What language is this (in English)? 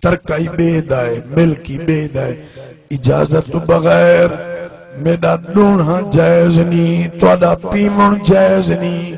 Saraiki